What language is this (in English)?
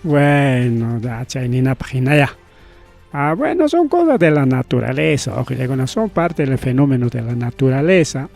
Ayacucho Quechua